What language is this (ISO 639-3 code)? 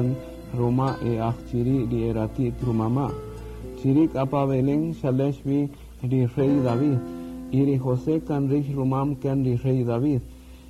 cak